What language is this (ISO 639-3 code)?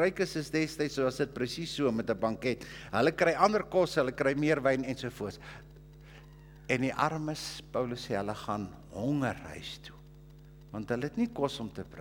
afr